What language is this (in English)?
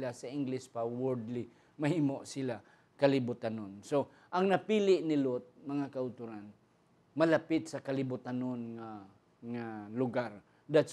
Hiligaynon